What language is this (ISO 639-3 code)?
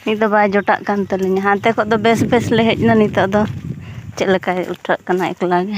sat